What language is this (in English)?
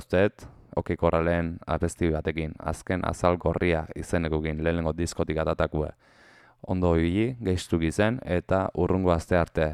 Basque